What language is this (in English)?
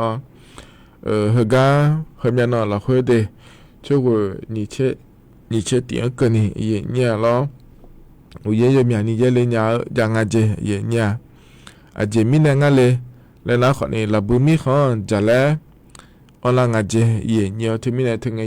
Akha